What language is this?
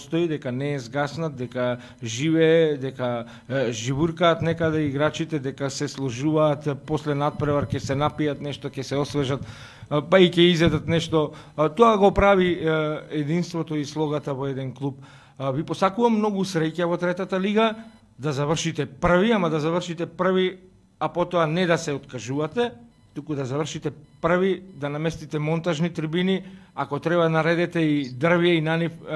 Macedonian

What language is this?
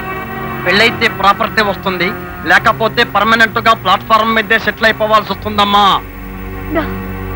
Telugu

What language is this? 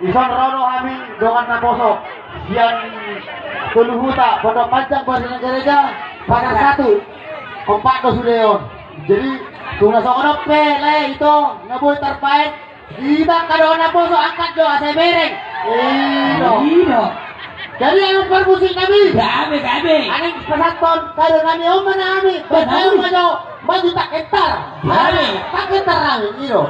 Batak Toba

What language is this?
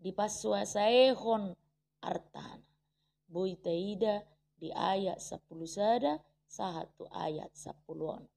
Batak Toba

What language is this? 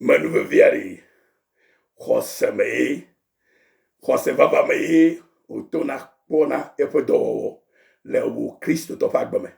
Ewe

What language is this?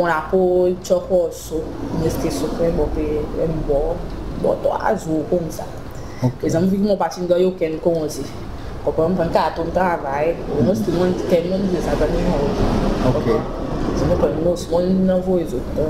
Seselwa Creole French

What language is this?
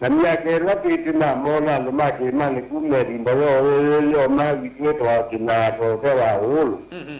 Kamba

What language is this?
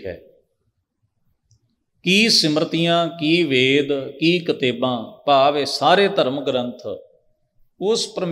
Punjabi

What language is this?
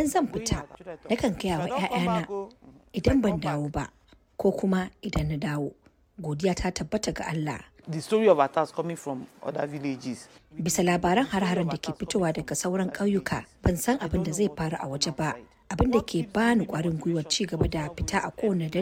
Hausa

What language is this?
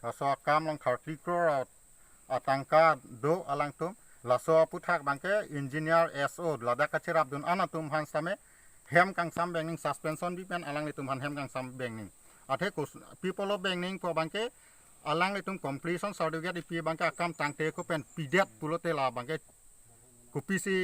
Karbi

